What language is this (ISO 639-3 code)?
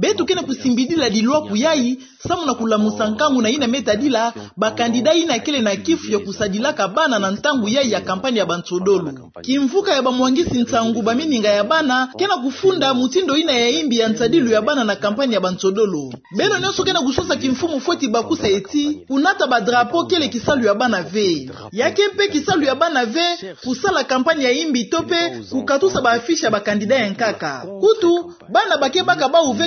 ktu